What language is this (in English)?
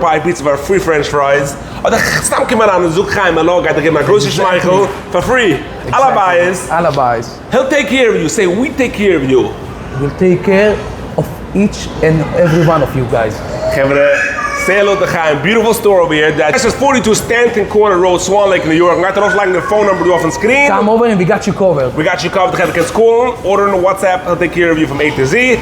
Yiddish